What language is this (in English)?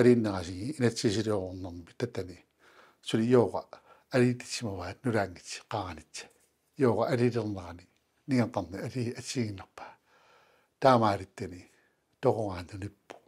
Kalaallisut